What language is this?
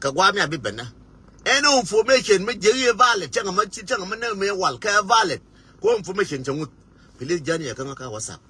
Nuer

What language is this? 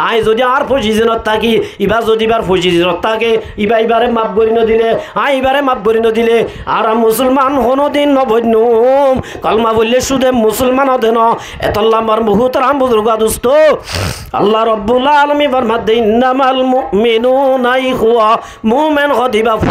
Rohingya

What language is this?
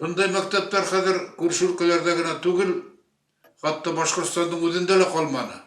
Bashkir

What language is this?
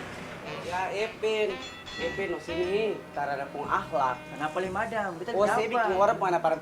Ambonese Malay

